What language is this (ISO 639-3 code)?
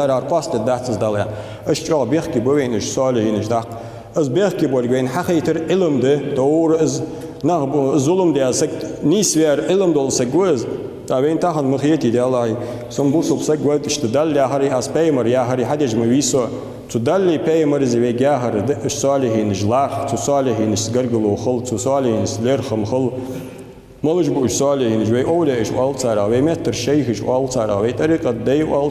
inh